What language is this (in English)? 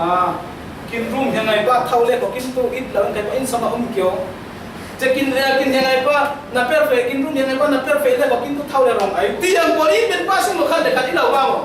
Falam Chin